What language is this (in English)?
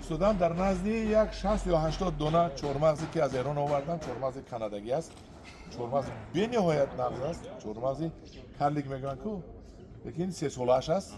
Tajik